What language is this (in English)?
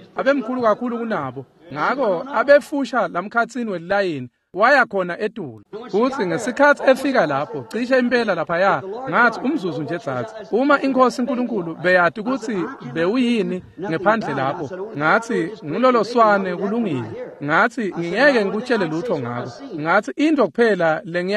Swati